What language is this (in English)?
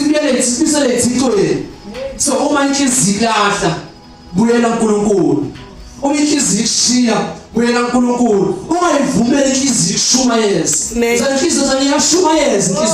Zulu